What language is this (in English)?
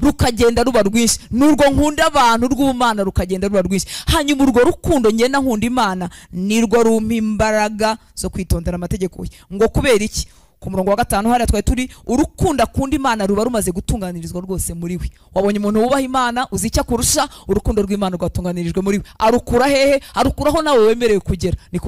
Kinyarwanda